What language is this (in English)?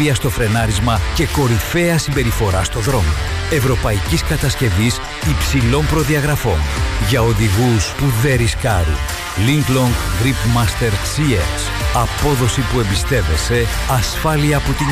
Greek